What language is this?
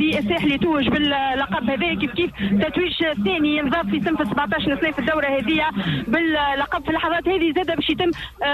Tunisian Arabic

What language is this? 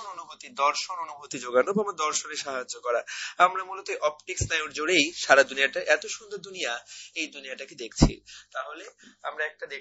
Bangla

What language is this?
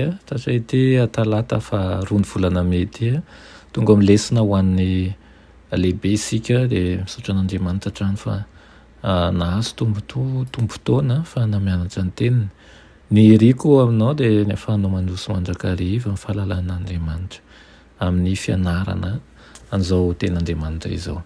Malagasy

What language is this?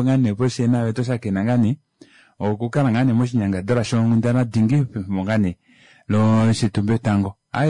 Kuanyama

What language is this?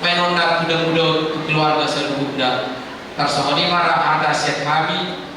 Batak Toba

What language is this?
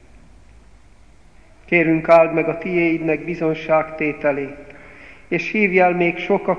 Hungarian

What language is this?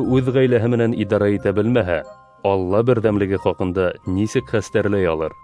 Bashkir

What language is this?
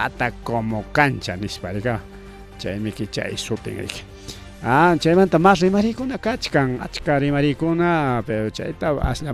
Ayacucho Quechua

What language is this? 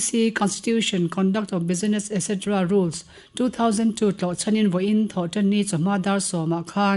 Mizo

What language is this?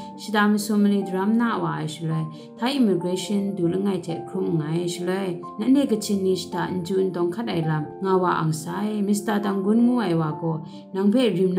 Kachin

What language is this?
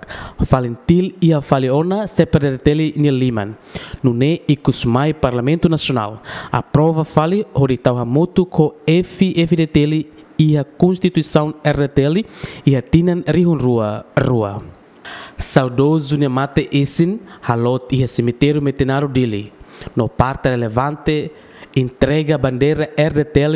Tetum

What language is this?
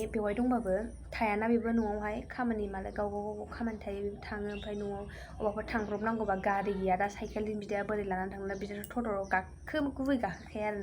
Bodo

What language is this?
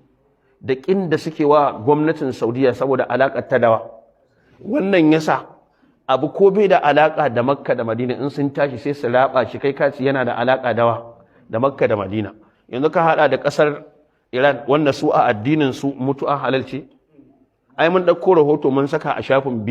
Hausa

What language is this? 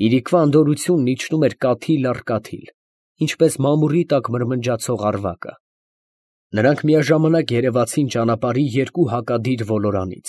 Armenian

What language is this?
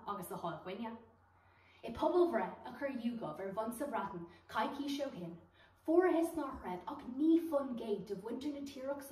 Irish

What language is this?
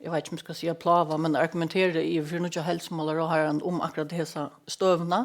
Faroese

